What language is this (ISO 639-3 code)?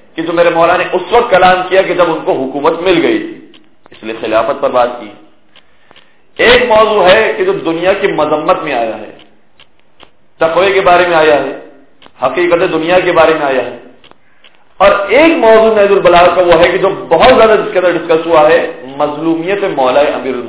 urd